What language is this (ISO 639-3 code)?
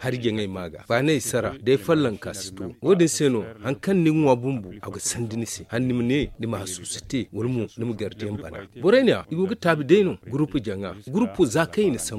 dje